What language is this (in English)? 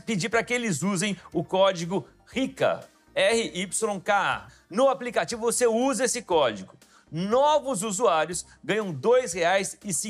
Portuguese